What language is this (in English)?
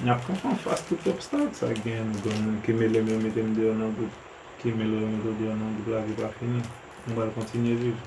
Haitian Creole